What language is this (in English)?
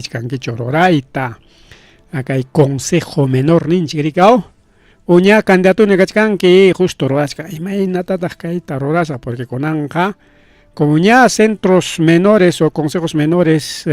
Ayacucho Quechua